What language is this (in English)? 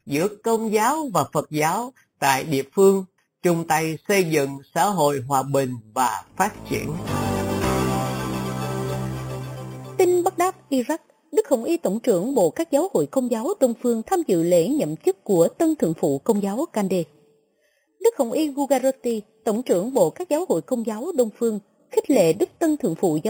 Vietnamese